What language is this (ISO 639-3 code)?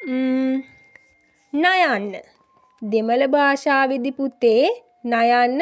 sin